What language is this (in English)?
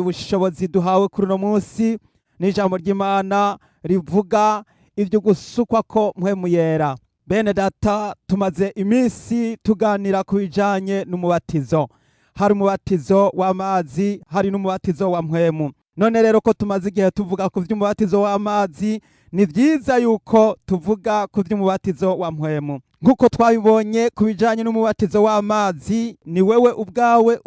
Rundi